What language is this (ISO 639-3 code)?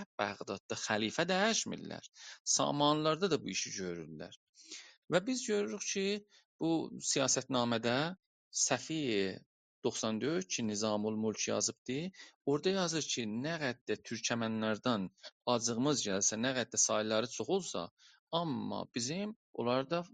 azb